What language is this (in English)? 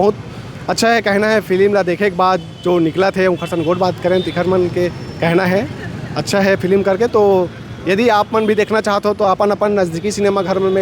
Chhattisgarhi